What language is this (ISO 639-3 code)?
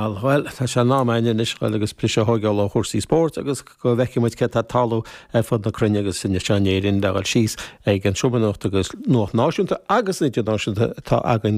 gle